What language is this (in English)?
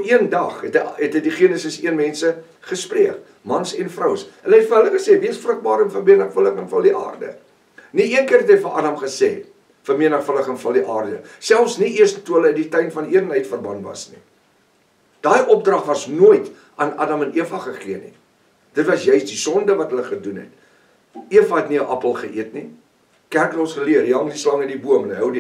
Afrikaans